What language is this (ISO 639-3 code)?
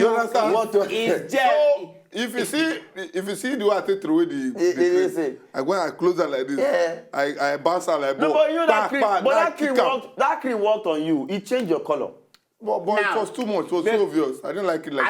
pcm